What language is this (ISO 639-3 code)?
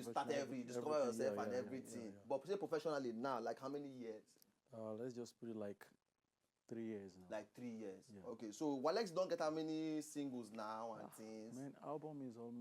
pcm